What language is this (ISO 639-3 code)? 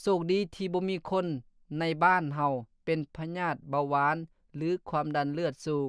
lao